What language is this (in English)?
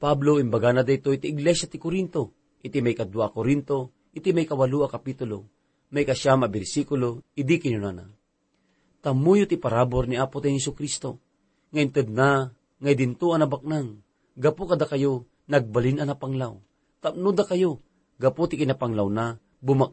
Iloko